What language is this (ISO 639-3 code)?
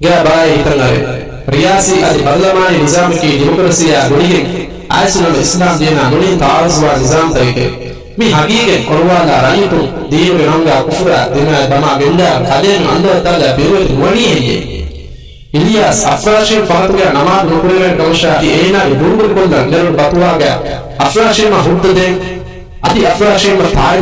div